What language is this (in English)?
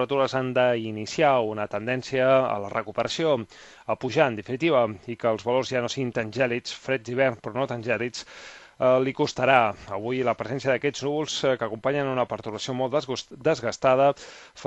Catalan